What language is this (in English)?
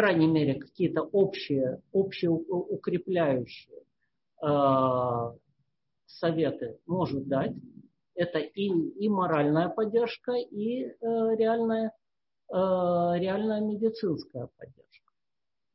Russian